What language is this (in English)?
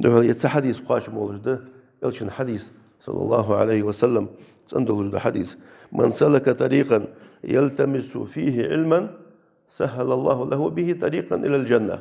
Ingush